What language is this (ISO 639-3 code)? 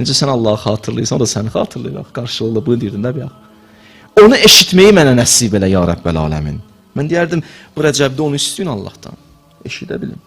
aze